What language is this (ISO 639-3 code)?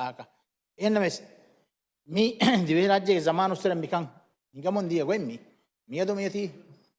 div